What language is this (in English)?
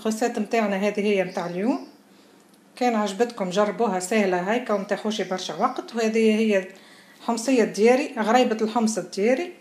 Tunisian Arabic